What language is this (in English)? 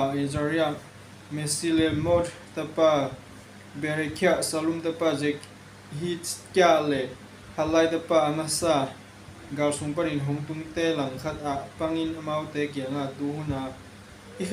Tedim Chin